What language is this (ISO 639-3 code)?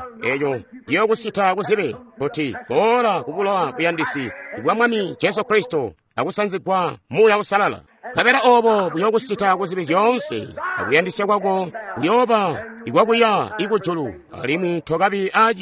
toi